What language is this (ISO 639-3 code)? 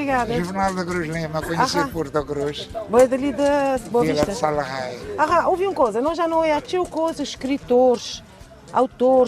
kea